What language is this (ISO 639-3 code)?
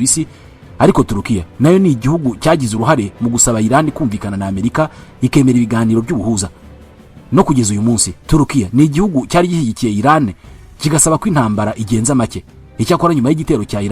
kin